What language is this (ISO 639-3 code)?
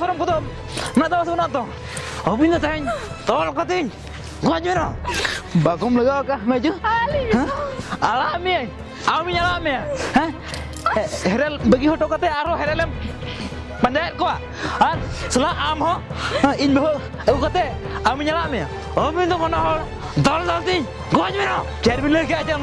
sat